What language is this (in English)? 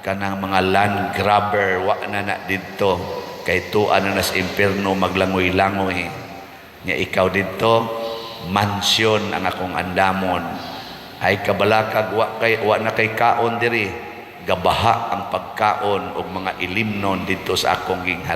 Cebuano